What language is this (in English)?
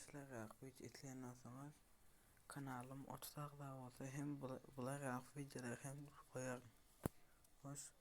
Turkmen